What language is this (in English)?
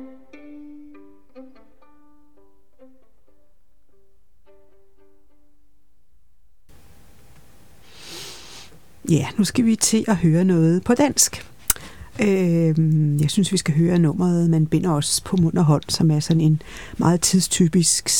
Danish